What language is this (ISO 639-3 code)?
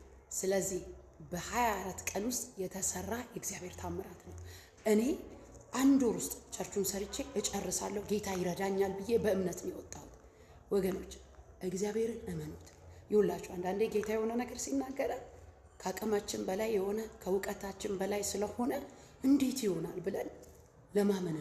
amh